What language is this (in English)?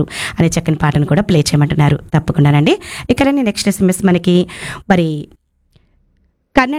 Telugu